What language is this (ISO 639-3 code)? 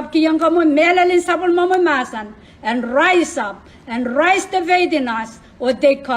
pon